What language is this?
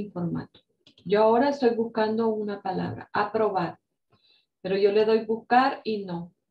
Spanish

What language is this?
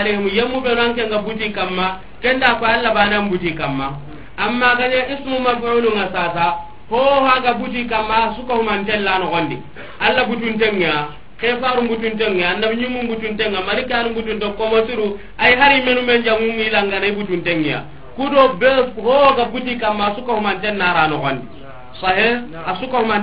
Soninke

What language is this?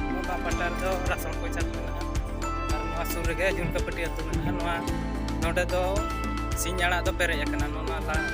Santali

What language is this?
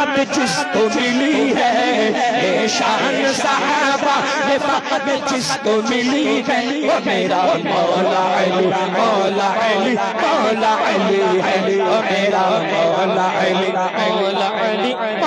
Urdu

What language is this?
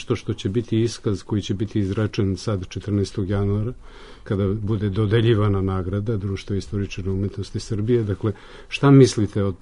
Serbian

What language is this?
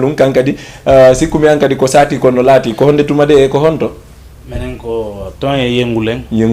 Fula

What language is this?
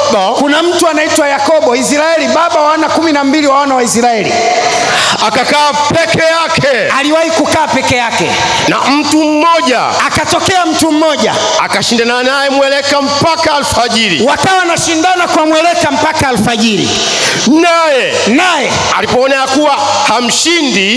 Swahili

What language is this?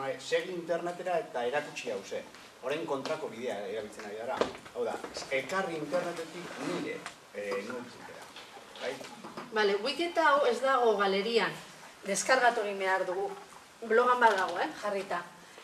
Basque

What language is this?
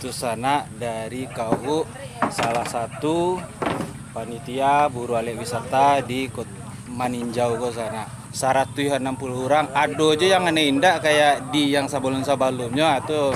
Minangkabau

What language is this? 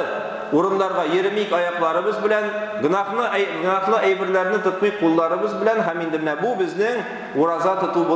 Tatar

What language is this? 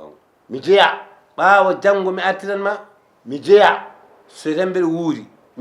Fula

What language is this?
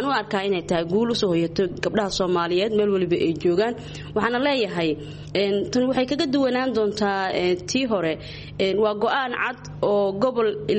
Somali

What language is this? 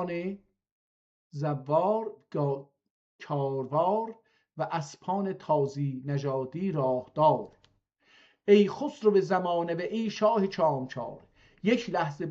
South Azerbaijani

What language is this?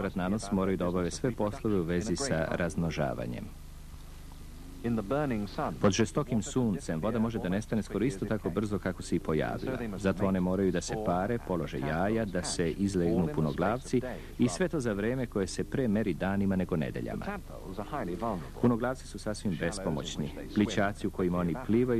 Serbian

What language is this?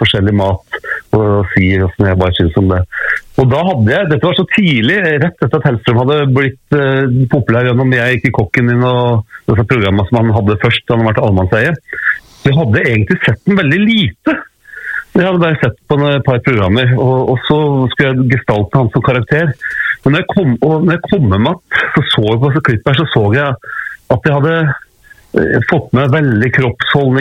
Norwegian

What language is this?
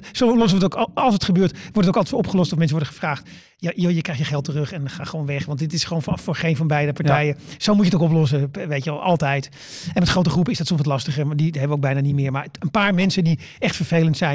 Dutch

